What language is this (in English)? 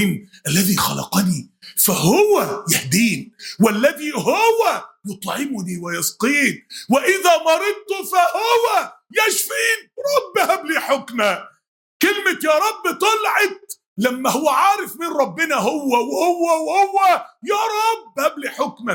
Egyptian Arabic